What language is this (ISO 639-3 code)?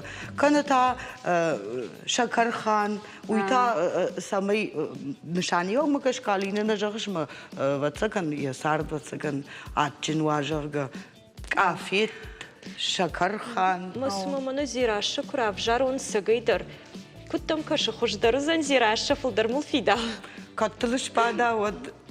oss